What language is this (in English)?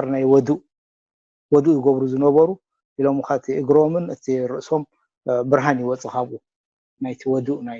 Tigrinya